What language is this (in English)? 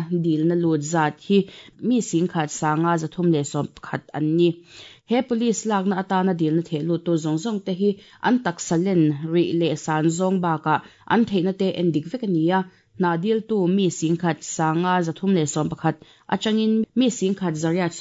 Mizo